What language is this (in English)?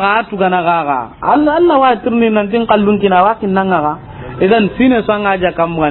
Soninke